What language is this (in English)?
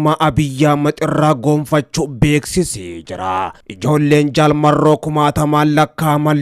Oromo